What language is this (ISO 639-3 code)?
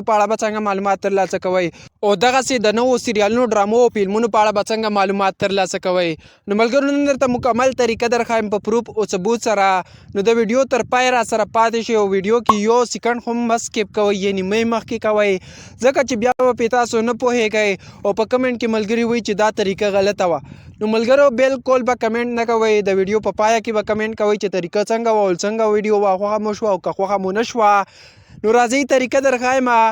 pus